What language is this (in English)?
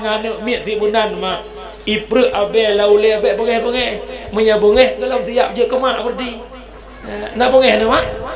Achinese